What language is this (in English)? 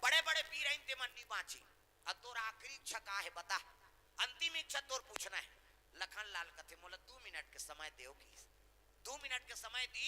Chhattisgarhi